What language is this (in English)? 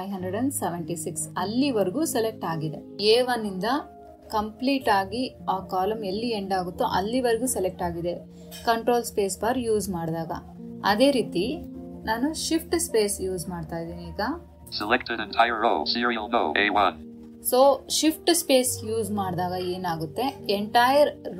Kannada